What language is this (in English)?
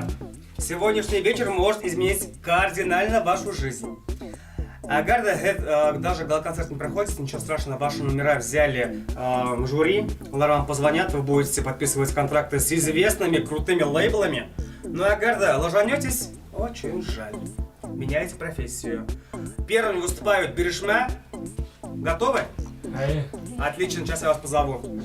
Bashkir